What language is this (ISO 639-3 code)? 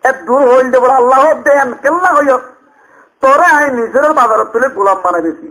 rhg